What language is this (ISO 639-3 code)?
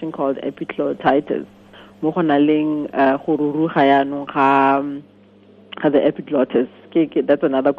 tsn